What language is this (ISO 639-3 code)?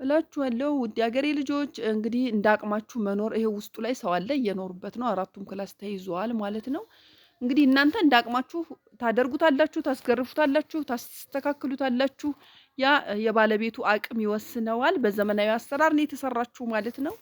amh